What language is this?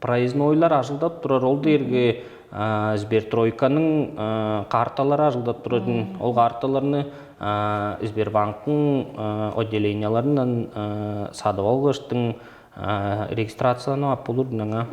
Tuvinian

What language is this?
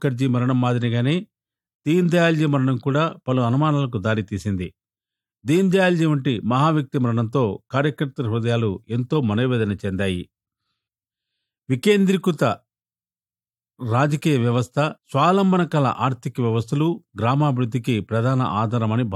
Telugu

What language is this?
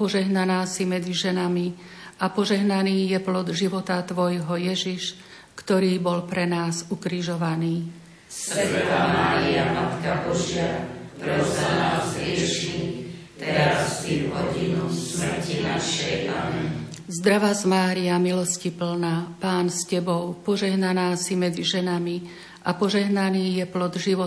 Slovak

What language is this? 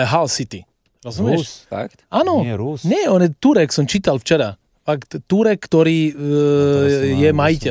Slovak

